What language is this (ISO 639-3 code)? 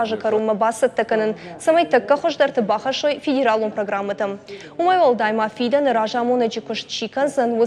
oss